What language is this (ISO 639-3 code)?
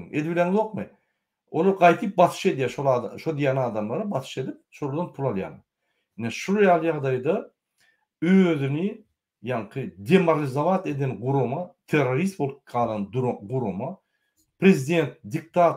tuk